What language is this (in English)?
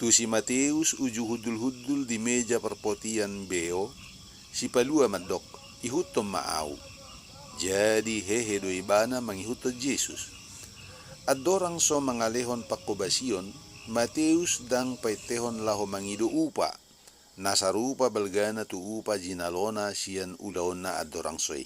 Batak Toba